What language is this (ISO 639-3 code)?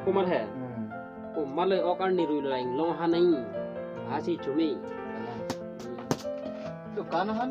mjw